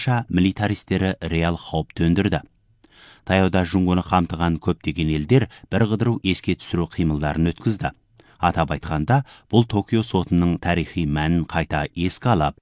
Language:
Kazakh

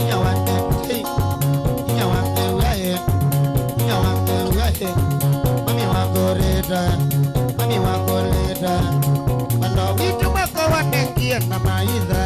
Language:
Kamba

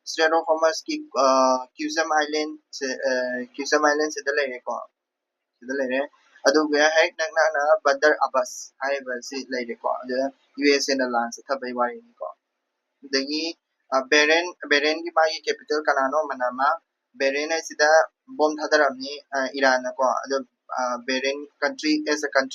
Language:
Manipuri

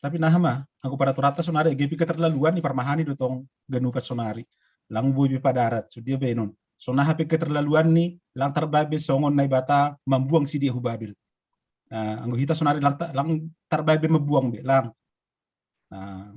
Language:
Batak Simalungun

